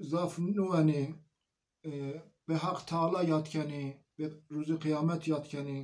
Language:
Zaza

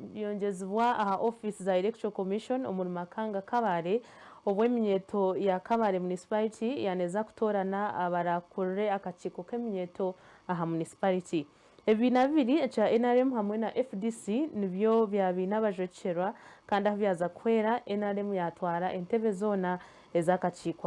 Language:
Nyankole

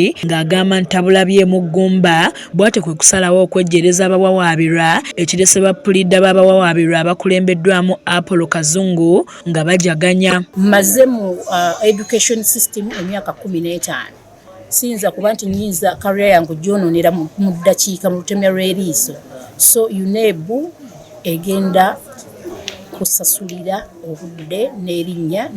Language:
Ganda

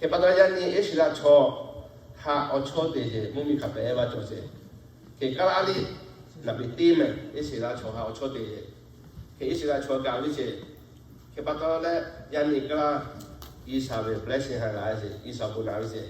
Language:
Lahu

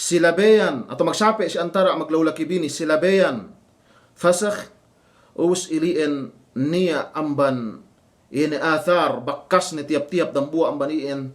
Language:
Yakan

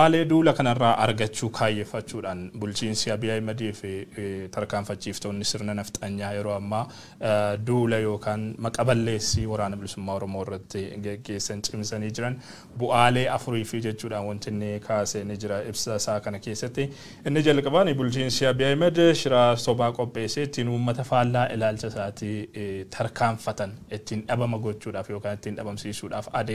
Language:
Oromo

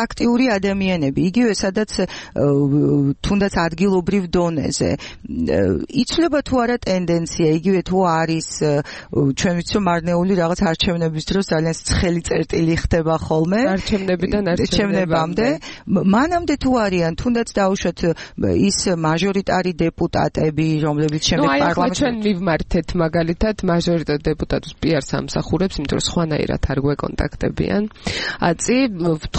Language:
Georgian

